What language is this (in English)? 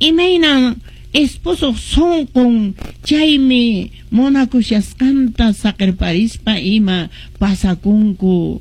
Quechua